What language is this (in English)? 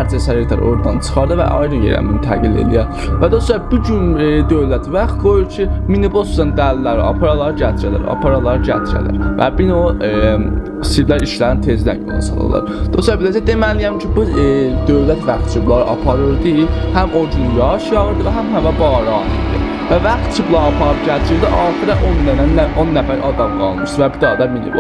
South Azerbaijani